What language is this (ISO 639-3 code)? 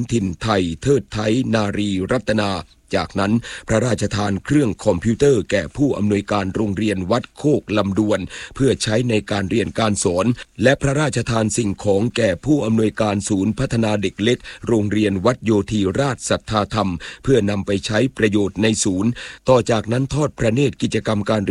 tha